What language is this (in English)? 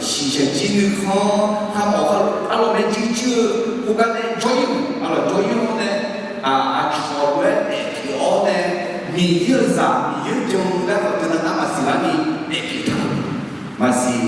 Akha